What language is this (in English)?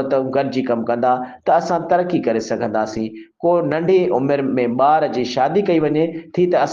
Sindhi